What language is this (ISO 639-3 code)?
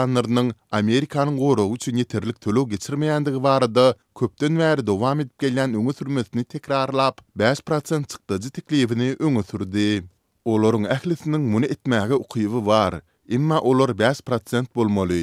tuk